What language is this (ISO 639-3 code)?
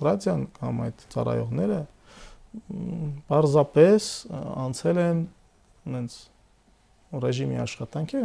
hye